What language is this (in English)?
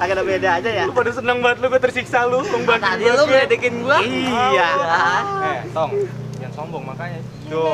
Betawi